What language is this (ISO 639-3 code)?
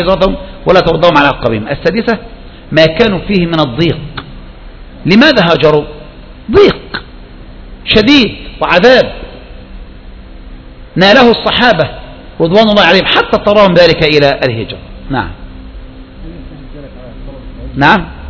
ara